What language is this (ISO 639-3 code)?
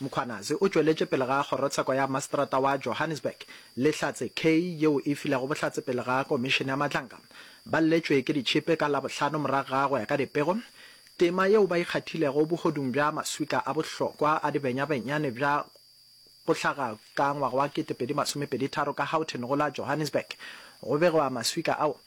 nso